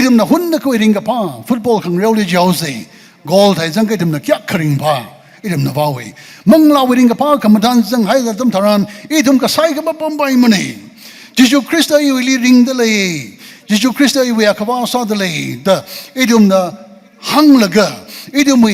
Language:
Tangkhul Naga (India)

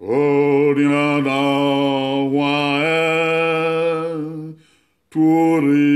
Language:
Bini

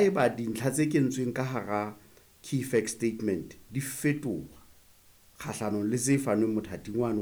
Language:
Southern Sotho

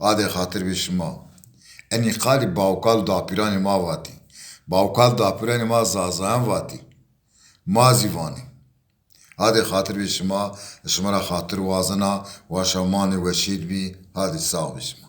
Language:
Zaza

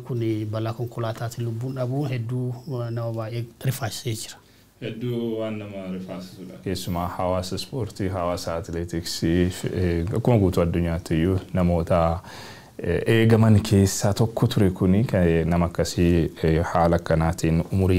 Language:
Oromo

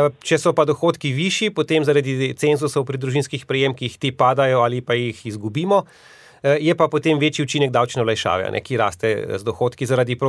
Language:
Slovenian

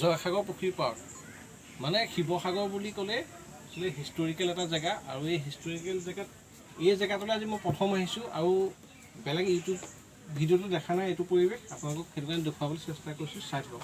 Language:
Assamese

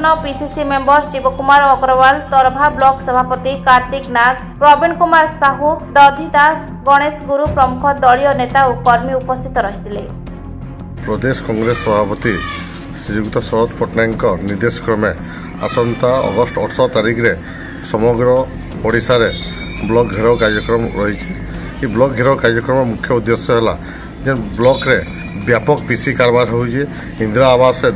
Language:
Odia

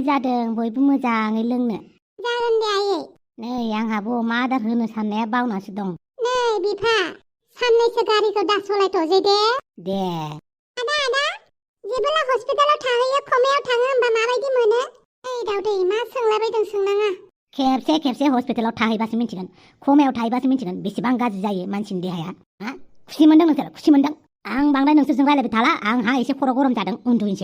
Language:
Bodo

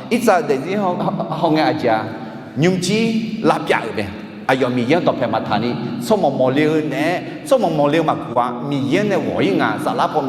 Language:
Akha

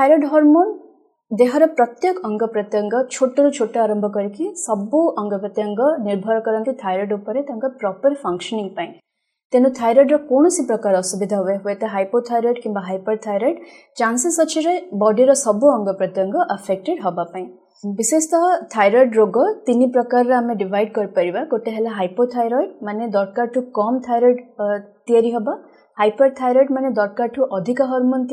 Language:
Odia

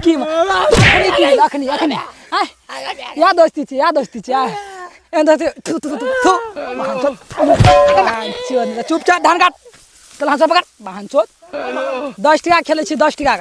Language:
Maithili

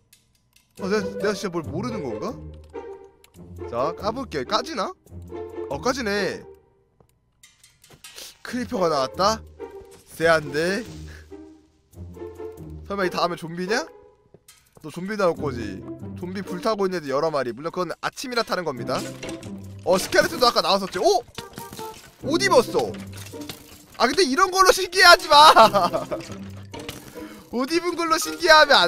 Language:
Korean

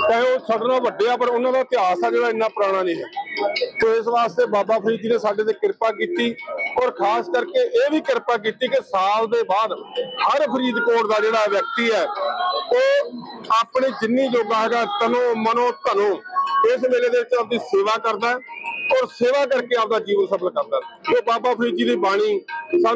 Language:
Punjabi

